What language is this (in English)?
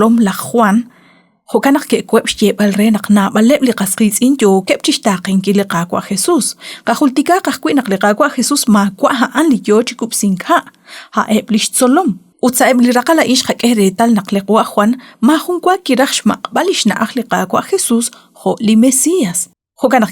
Kekchí